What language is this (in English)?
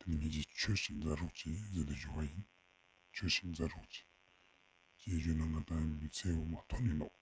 Ladakhi